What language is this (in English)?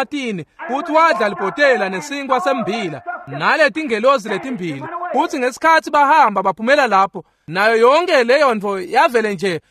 Swati